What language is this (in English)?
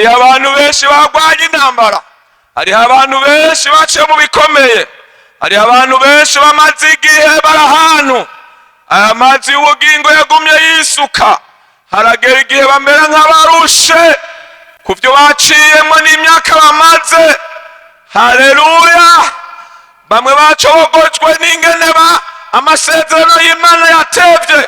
Rundi